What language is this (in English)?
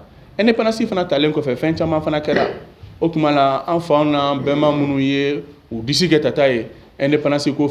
Bambara